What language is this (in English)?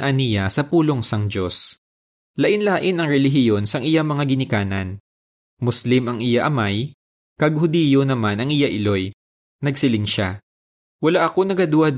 Hiligaynon